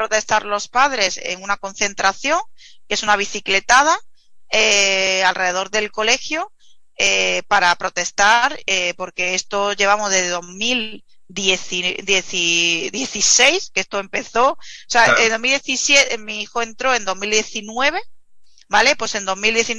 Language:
Spanish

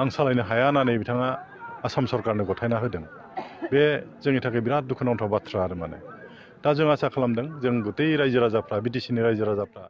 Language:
Bodo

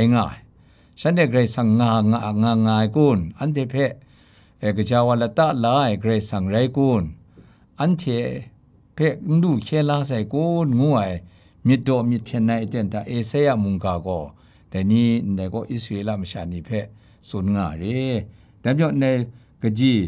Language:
Kachin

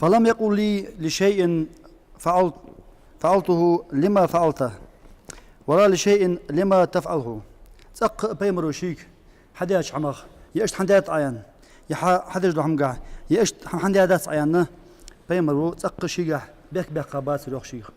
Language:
Ingush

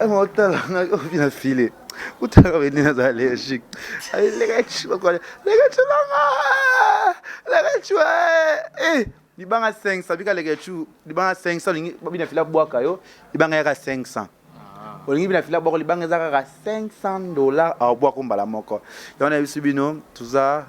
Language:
Lingala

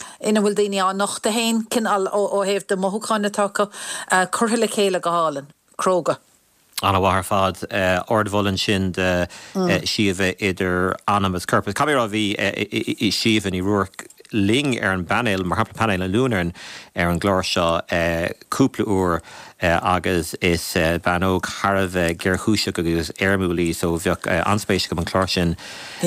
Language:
Irish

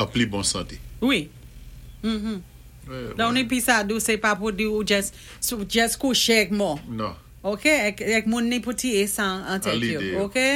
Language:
Saint Lucian Creole French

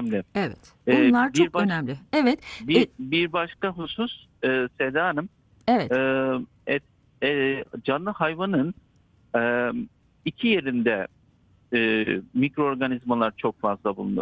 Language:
Turkish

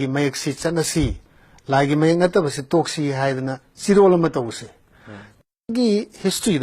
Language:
Manipuri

